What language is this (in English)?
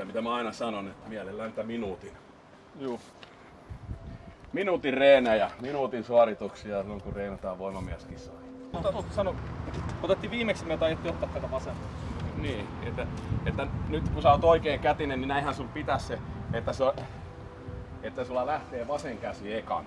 Finnish